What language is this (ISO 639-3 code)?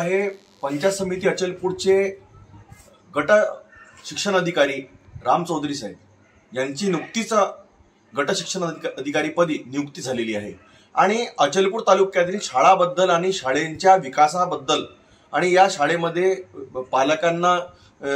mar